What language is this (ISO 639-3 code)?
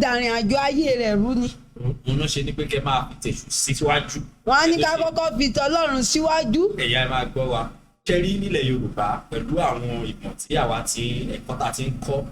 yor